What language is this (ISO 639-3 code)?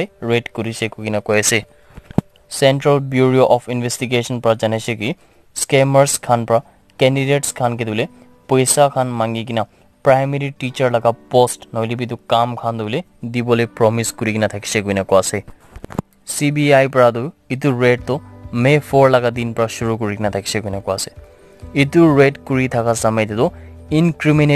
nag